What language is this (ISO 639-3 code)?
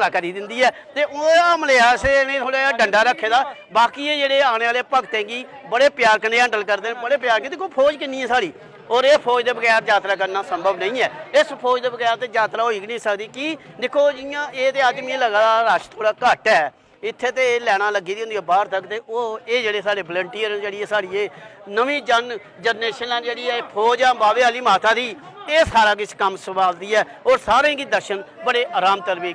doi